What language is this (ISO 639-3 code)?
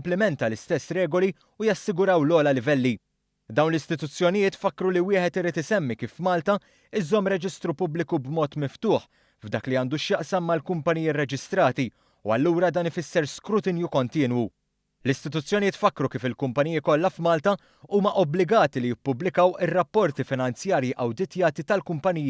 mlt